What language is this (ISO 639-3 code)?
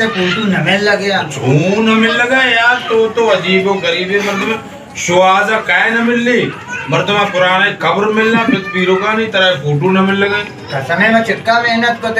bal